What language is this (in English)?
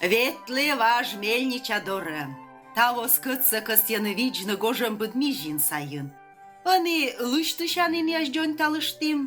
Komi